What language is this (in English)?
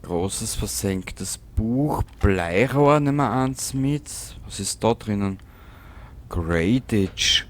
Bavarian